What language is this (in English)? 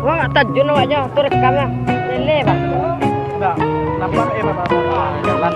Minangkabau